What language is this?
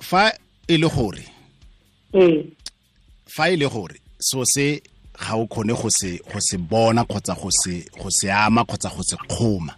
Tswana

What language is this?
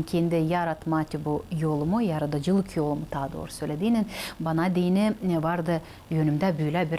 Gagauz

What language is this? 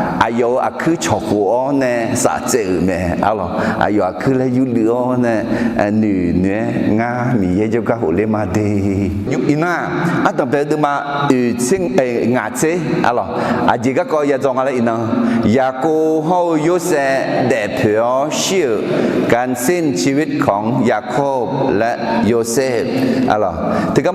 Akha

